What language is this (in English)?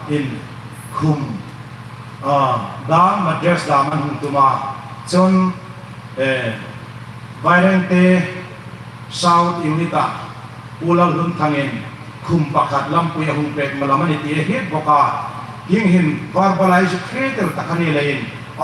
Hmar